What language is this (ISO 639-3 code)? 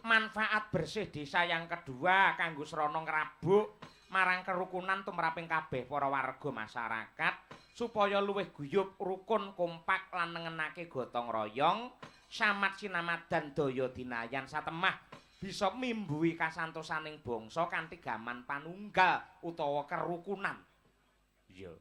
jav